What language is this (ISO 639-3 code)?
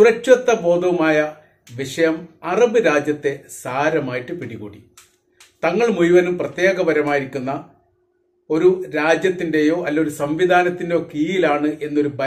mal